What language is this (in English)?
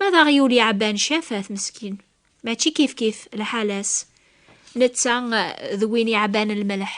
Kabyle